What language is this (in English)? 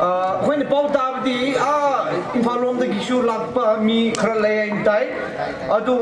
Tangkhul Naga (India)